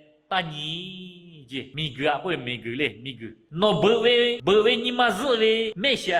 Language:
Lahu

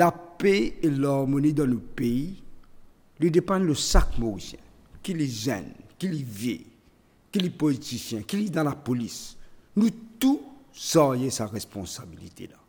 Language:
Morisyen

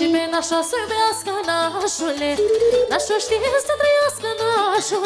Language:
Romanian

